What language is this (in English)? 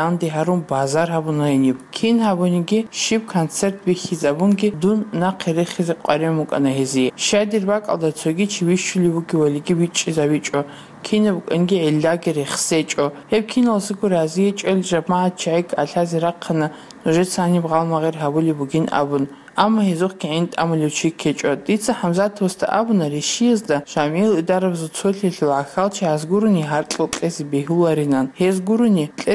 Avaric